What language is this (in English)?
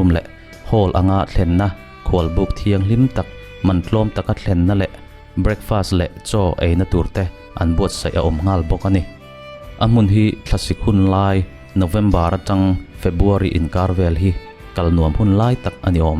Mizo